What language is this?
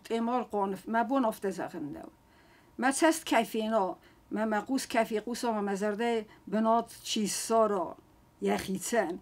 Ossetic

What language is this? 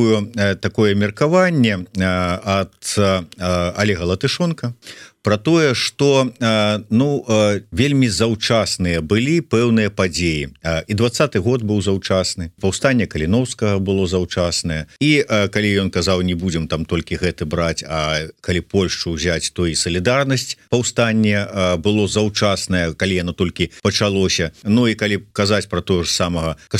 Belarusian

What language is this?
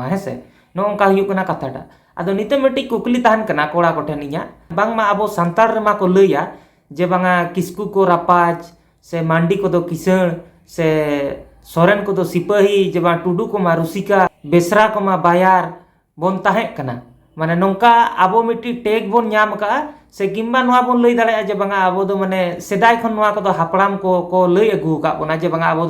Santali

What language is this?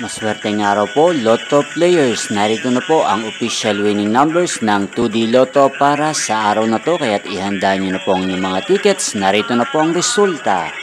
Filipino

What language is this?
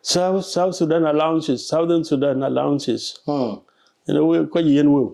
Dinka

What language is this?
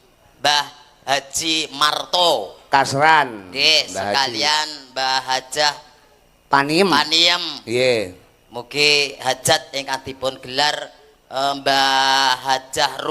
Javanese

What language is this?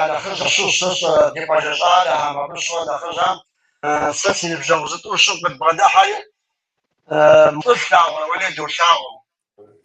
Kabardian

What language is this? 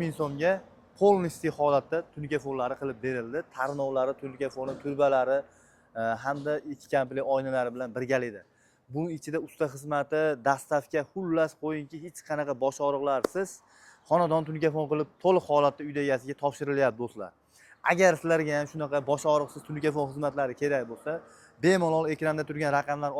Uzbek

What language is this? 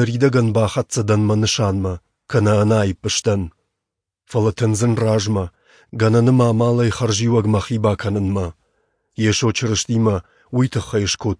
Ossetic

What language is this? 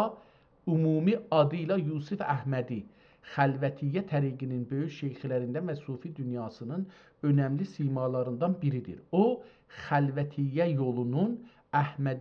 South Azerbaijani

